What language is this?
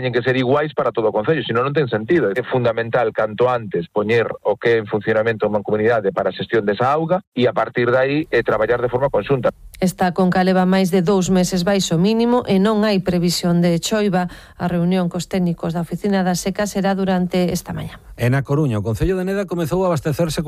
Galician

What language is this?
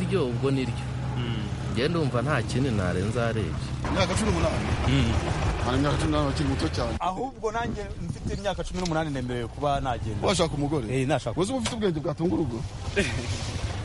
Kinyarwanda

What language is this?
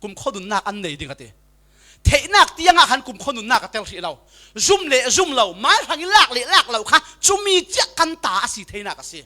Falam Chin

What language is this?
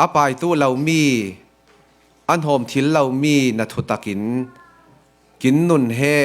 Falam Chin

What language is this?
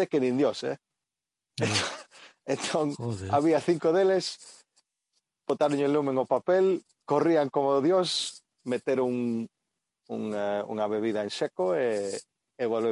Galician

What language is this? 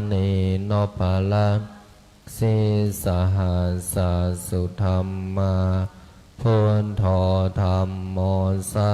Pali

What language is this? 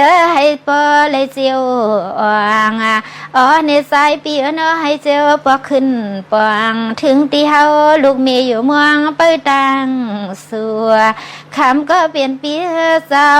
Shan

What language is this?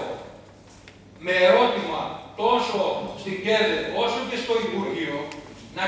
Greek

